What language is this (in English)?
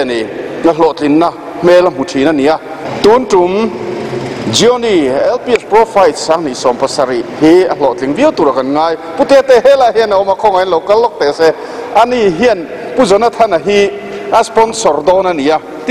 Mizo